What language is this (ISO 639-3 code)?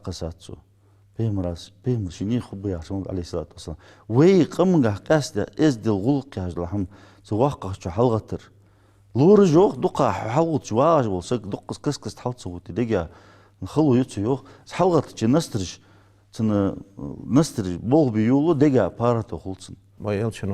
inh